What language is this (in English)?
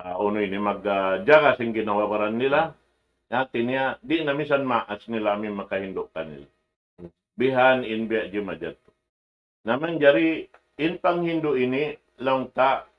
Tausug